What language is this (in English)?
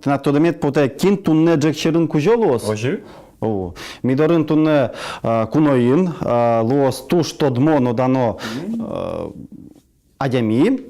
Udmurt